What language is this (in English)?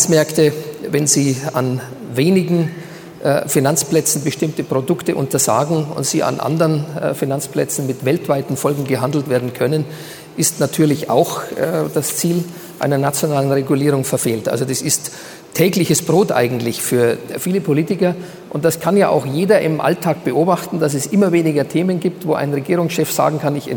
German